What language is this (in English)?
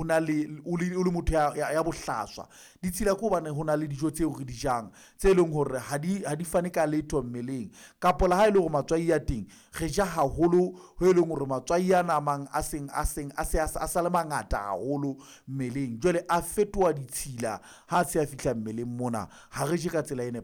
Southern Sotho